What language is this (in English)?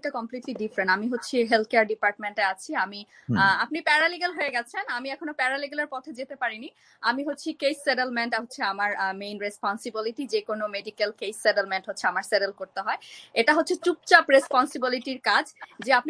Bangla